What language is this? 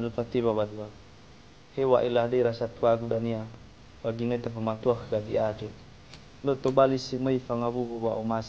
Nias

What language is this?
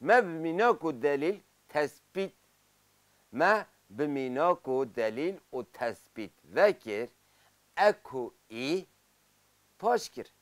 Kurdish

